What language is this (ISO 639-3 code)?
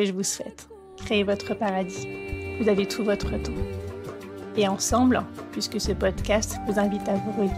fra